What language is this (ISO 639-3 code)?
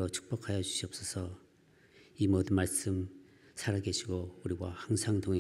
kor